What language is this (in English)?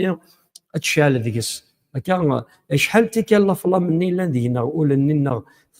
Kabyle